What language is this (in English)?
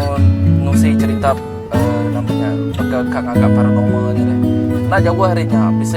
Iban